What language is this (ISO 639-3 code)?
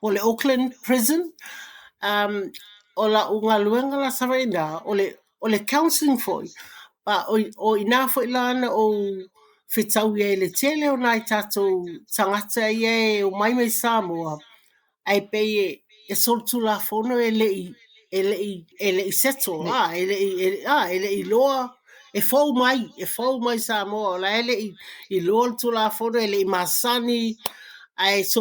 smo